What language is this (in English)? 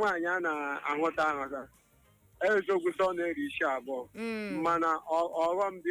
Igbo